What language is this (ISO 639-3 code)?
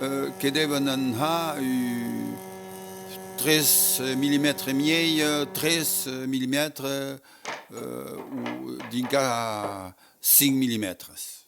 oci